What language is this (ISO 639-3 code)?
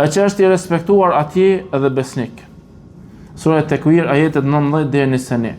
sqi